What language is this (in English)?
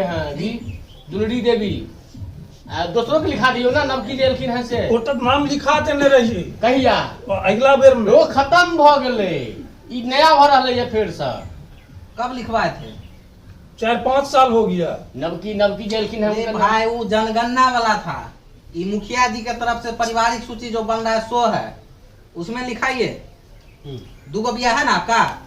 Maithili